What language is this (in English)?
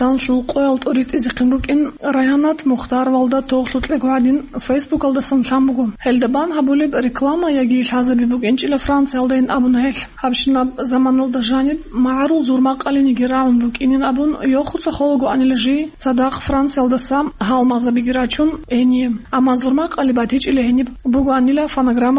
Avaric